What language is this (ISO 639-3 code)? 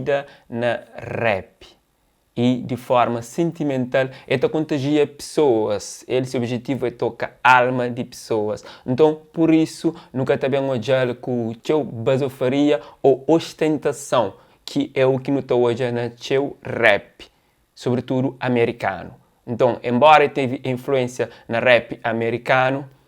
kea